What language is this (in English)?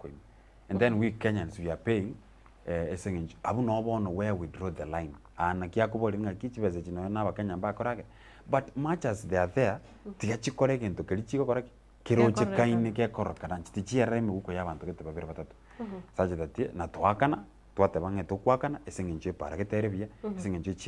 Gusii